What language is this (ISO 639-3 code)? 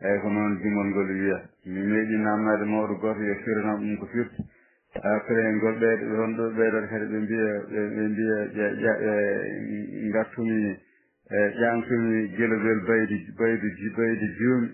ful